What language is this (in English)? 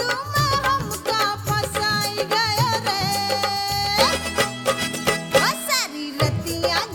Bhojpuri